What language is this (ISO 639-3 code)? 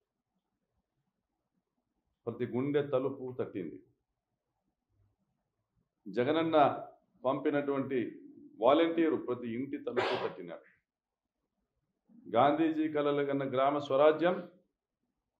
tel